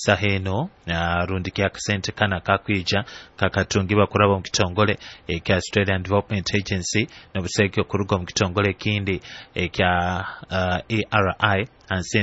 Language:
Nyoro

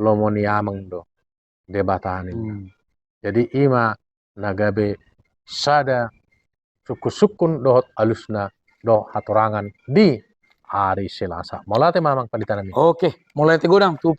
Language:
Batak Toba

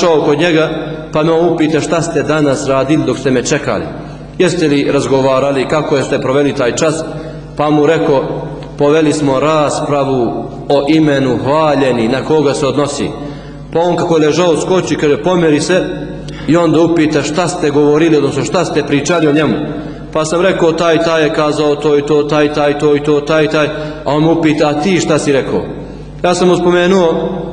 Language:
Bosnian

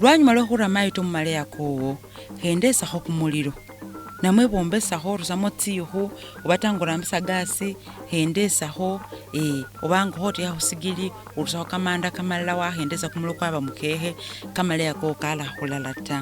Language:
Masaaba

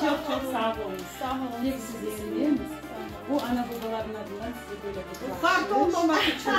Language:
Crimean Tatar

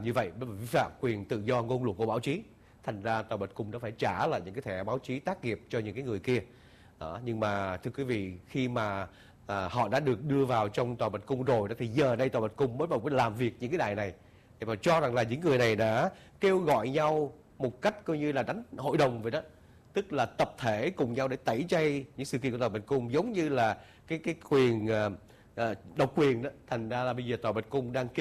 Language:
Vietnamese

